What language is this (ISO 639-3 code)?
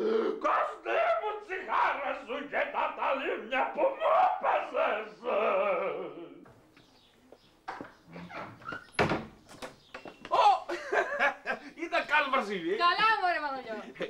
ell